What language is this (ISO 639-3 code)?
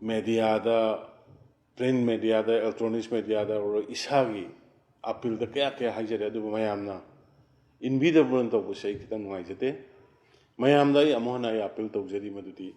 mni